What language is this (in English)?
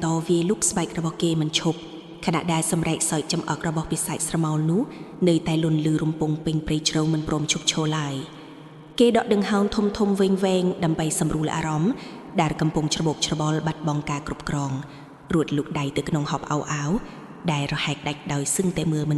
Khmer